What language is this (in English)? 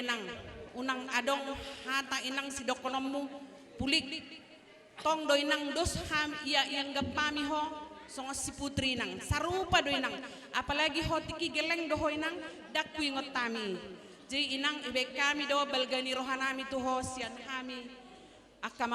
Batak Toba